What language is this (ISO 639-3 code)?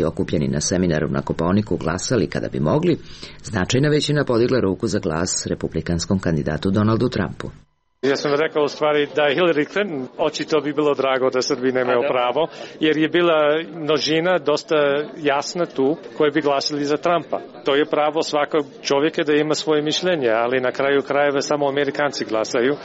srp